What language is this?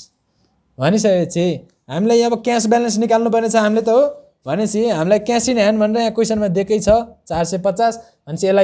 Nepali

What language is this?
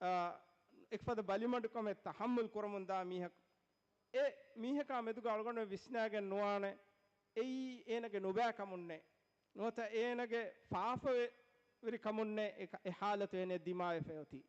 Divehi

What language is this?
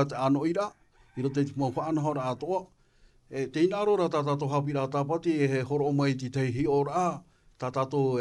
Tahitian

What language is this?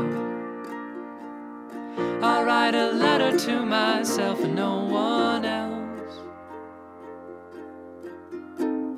English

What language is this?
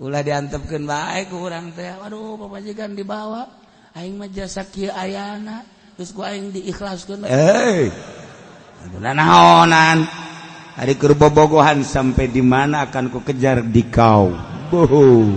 Sundanese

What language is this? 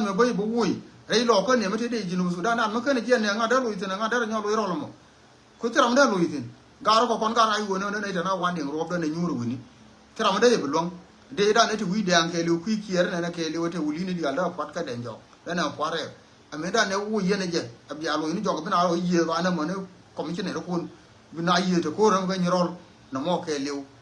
Nuer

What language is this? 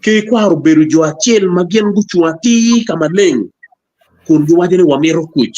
Acoli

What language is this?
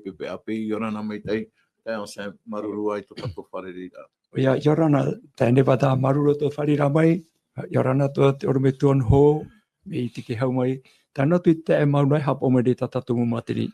Tahitian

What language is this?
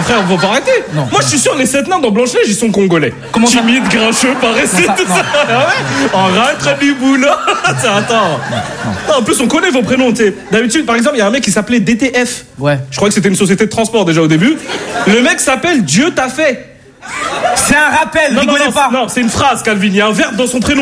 French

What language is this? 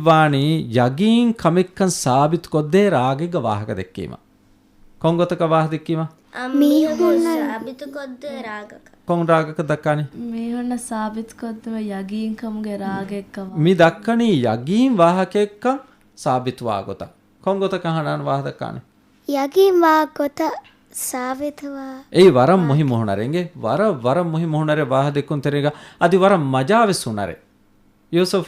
Divehi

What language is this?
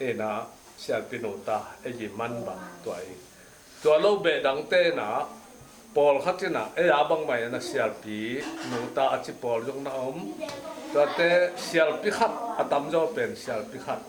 Tedim Chin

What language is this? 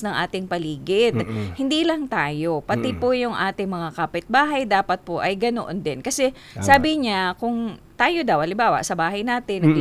Filipino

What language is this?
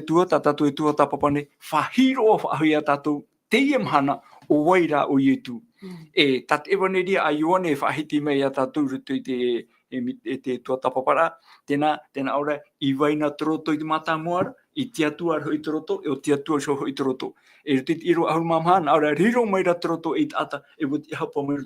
Tahitian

